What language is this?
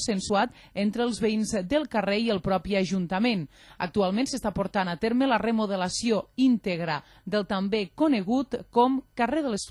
Catalan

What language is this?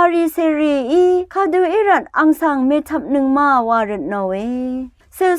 Rawang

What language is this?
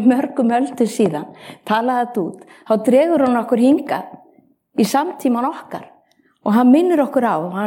Icelandic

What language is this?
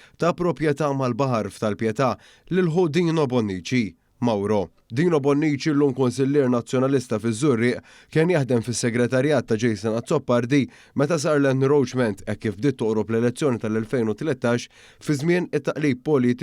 Maltese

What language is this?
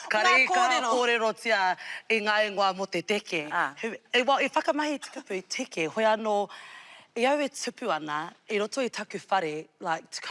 Māori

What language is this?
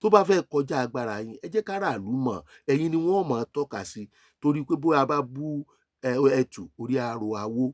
Yoruba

